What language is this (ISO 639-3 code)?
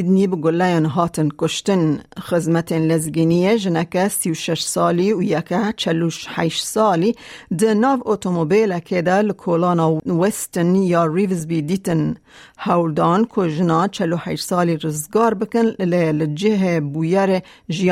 kur